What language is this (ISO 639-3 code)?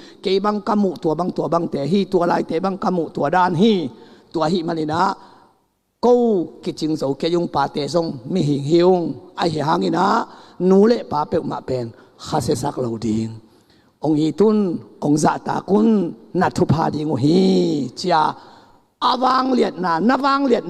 ctd